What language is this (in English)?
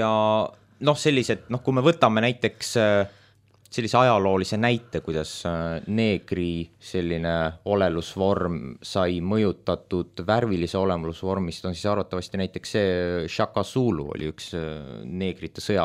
Estonian